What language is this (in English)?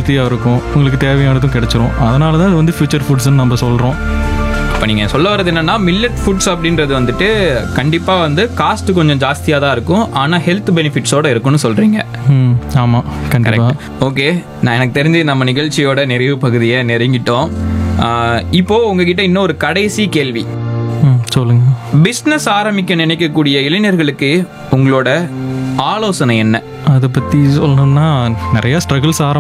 Tamil